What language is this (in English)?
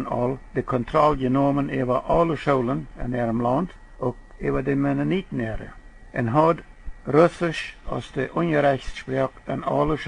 Plautdietsch